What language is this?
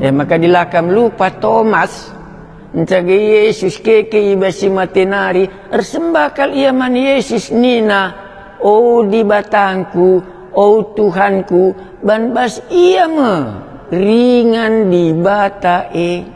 Batak Karo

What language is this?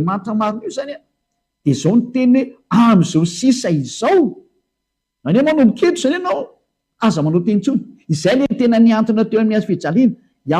Malagasy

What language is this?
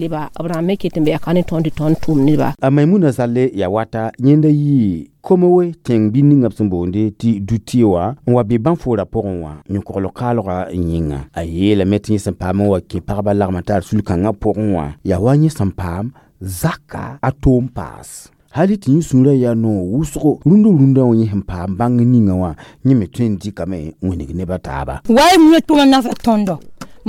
Mossi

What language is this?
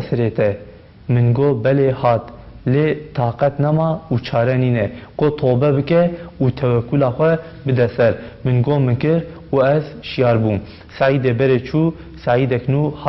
Kurdish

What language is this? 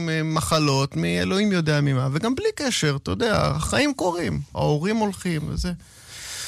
Hebrew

